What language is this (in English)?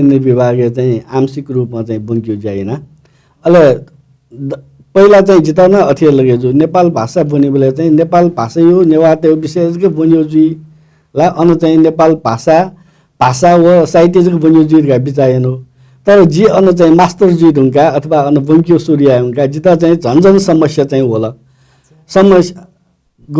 Newari